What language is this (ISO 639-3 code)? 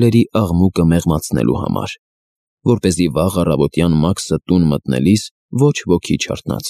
hye